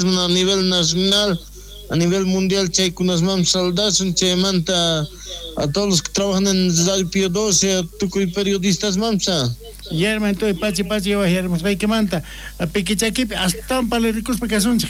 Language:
South Bolivian Quechua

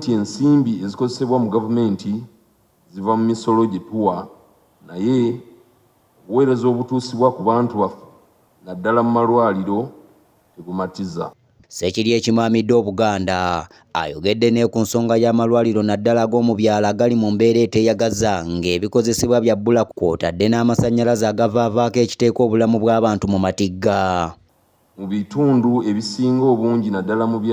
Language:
Ganda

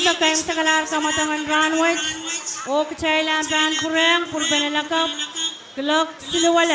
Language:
Pohnpeian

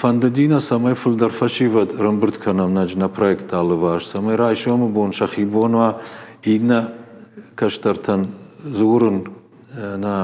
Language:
Ossetic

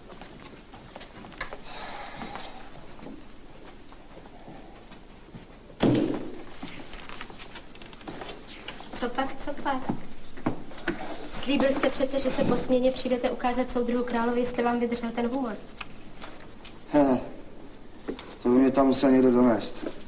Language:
Czech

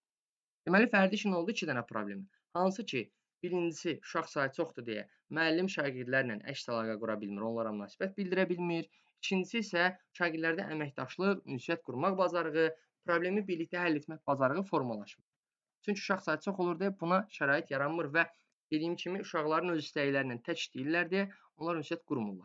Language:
Azerbaijani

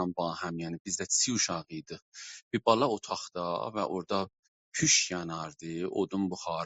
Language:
South Azerbaijani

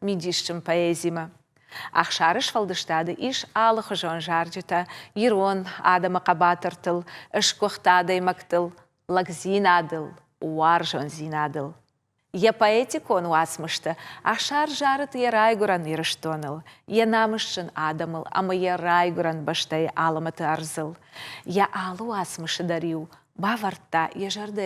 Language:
Ossetic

